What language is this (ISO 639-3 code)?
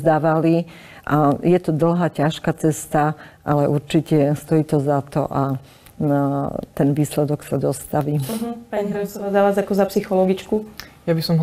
slk